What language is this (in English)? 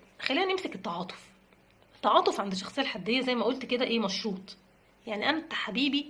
Egyptian Arabic